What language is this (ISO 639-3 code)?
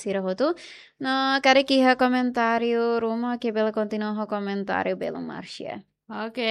tet